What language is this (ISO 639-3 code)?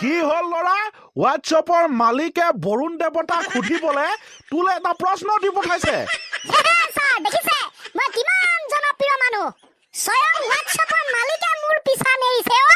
asm